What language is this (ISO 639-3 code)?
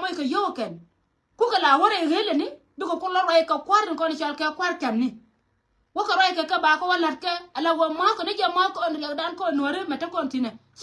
nus